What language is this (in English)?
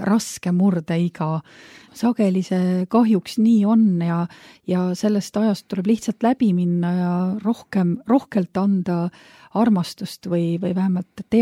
Estonian